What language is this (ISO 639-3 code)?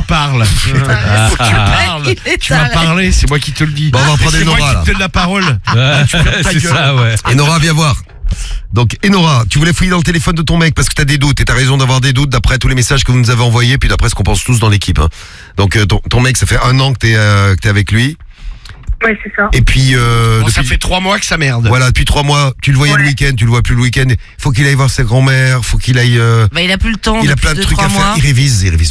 fra